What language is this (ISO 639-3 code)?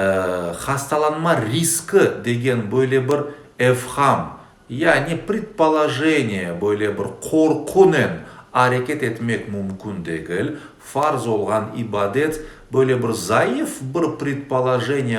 crh